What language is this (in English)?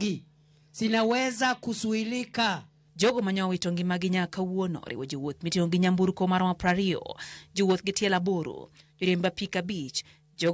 Luo (Kenya and Tanzania)